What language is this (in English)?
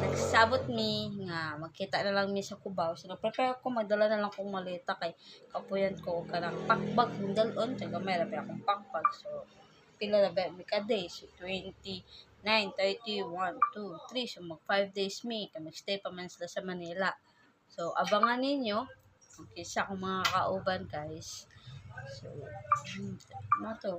Cebuano